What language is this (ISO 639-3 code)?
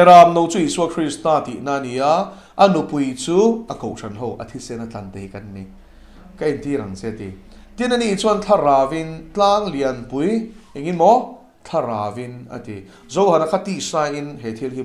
lus